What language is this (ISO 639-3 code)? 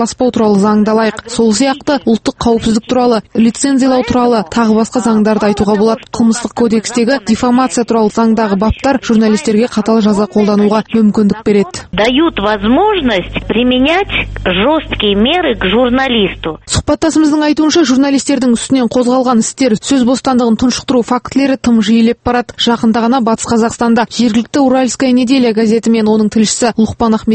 kaz